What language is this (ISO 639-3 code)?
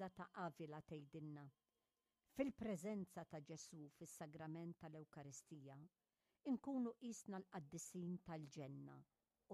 mlt